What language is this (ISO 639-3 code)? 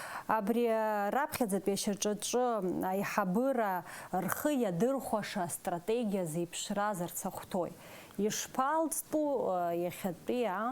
abk